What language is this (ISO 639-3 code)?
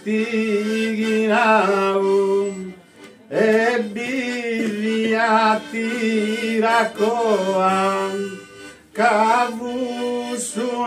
srd